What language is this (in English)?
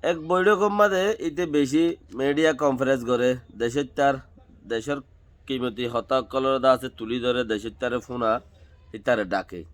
Rohingya